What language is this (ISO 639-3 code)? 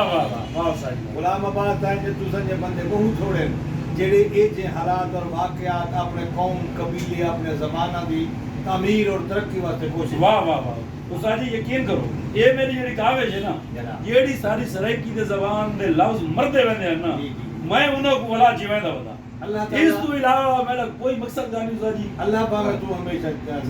skr